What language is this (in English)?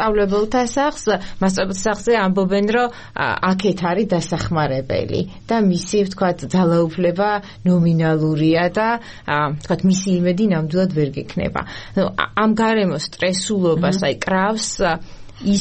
Georgian